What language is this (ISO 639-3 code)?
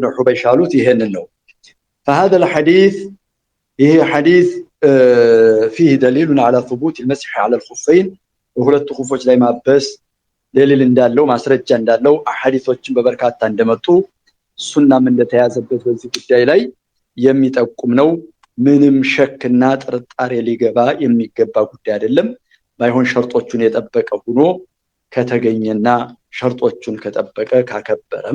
amh